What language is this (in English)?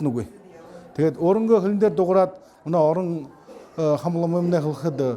Buriat